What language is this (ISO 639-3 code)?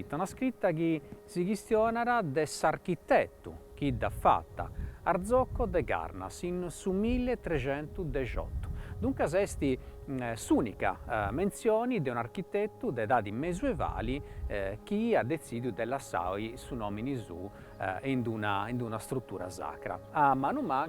srd